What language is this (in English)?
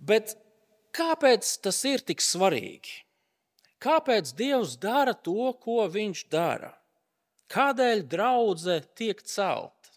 Latvian